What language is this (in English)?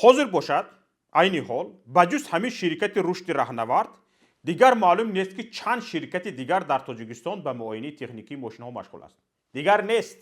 Tajik